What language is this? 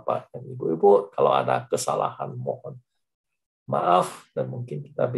Indonesian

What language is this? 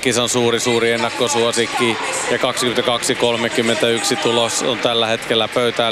Finnish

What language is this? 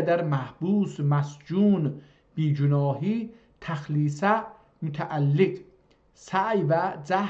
South Azerbaijani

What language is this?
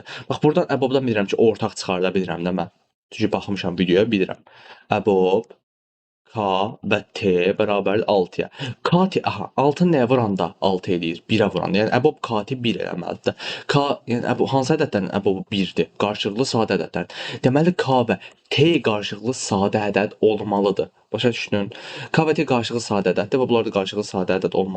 Azerbaijani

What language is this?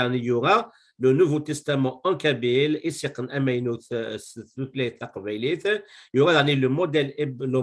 Kabyle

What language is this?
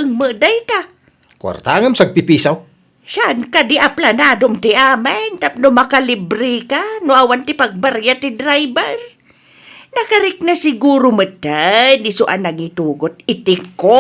Iloko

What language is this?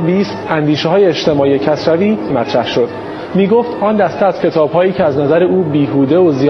Persian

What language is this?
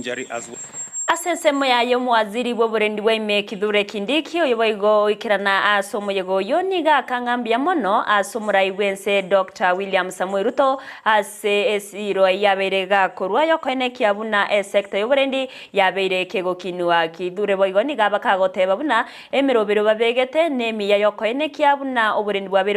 Gusii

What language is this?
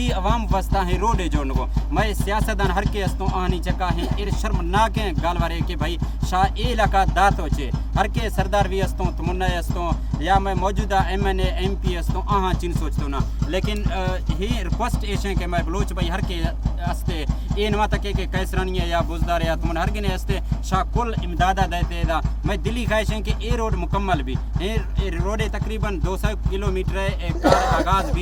Baluchi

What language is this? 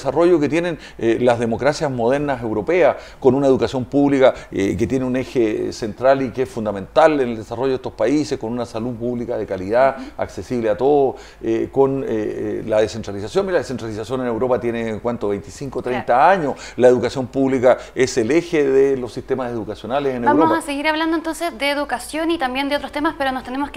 Spanish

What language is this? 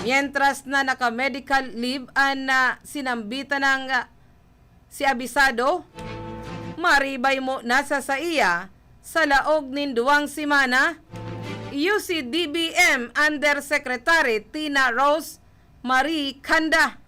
Bikol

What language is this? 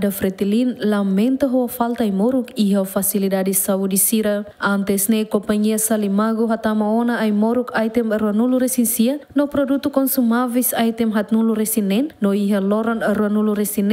Tetum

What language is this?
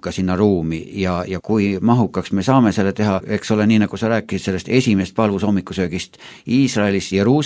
Estonian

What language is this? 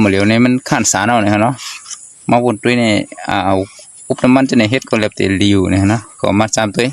Shan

